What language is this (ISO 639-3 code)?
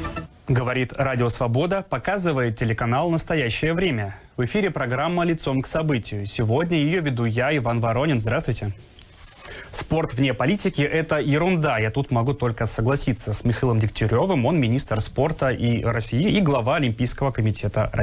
rus